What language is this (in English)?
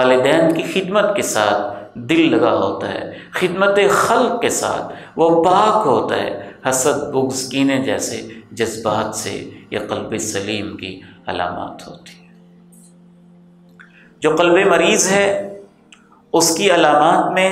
Urdu